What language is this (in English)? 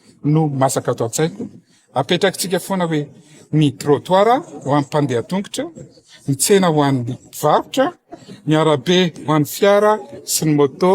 Malagasy